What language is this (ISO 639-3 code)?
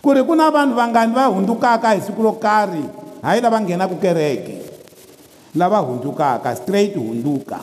tso